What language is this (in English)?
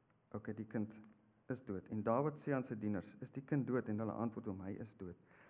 Afrikaans